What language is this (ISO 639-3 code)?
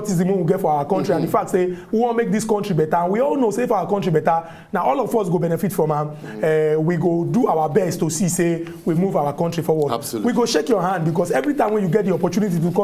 pcm